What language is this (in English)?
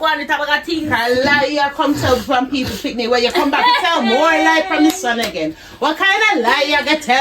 Jamaican Creole English